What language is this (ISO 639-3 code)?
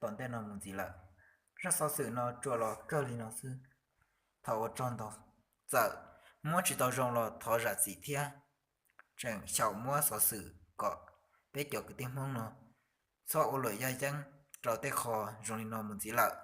hmn